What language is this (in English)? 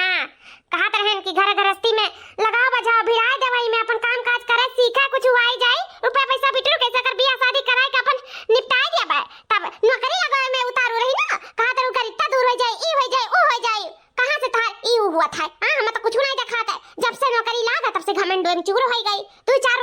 Awadhi